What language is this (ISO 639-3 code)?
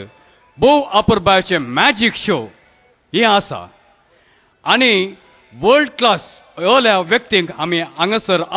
kok